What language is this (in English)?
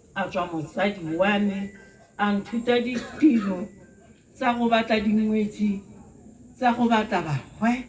Tswana